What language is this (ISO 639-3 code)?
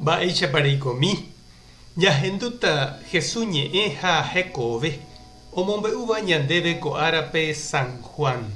grn